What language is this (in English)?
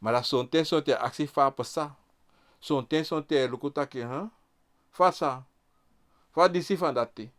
Sranan Tongo